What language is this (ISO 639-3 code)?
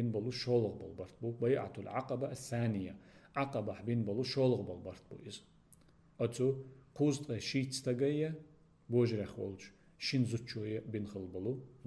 che